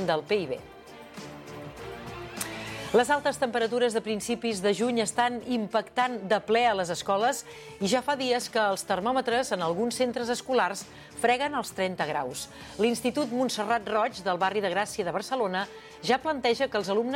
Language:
Catalan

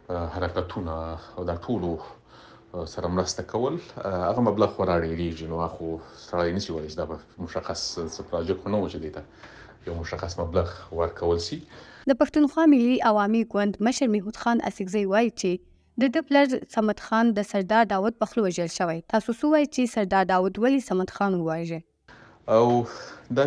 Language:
Pashto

